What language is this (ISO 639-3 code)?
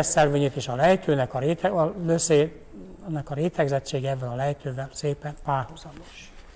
hun